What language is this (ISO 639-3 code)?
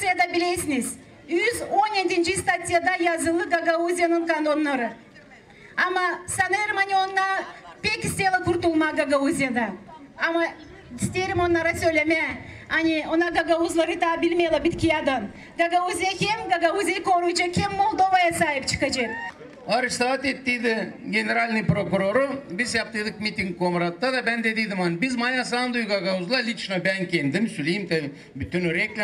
gag